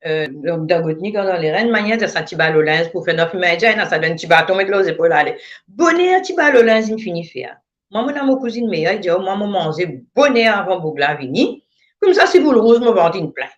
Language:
Morisyen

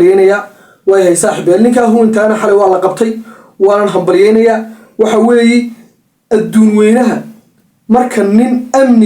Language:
Somali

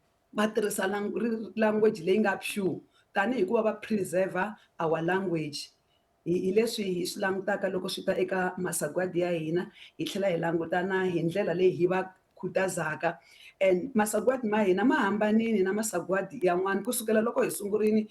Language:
Tsonga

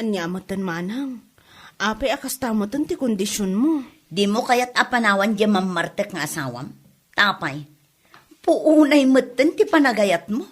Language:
Iloko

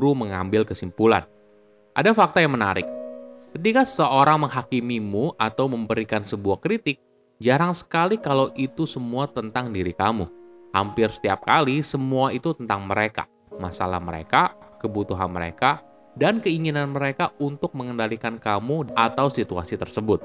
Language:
Indonesian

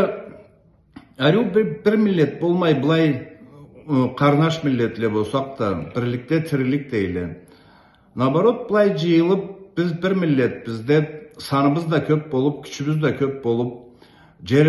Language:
Karachay-Balkar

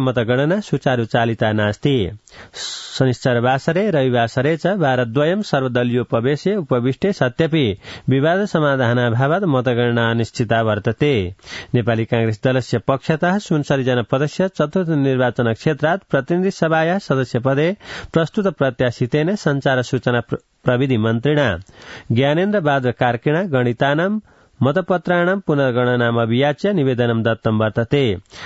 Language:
Sanskrit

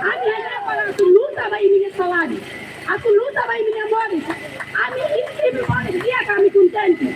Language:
Tetum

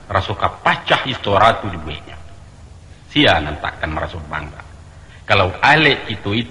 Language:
Minangkabau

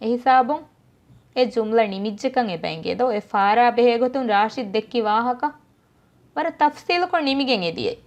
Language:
Divehi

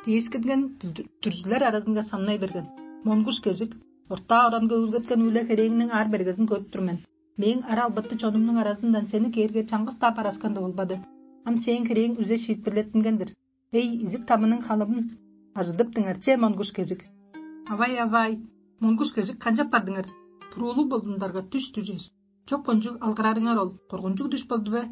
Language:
Tuvinian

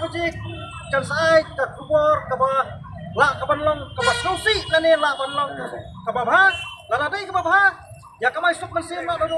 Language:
Khasi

